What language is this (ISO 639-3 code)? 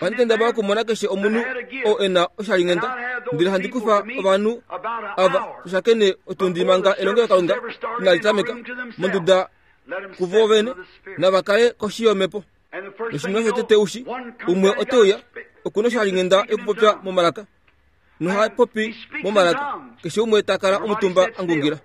kua